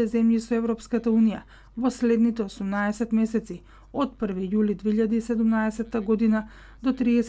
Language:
Macedonian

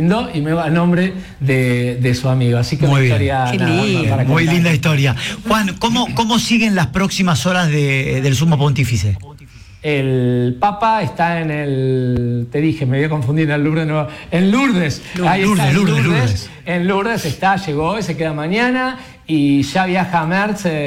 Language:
Spanish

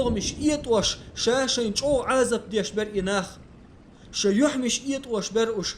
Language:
Chechen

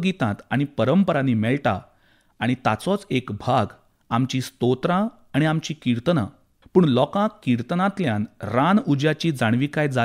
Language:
Konkani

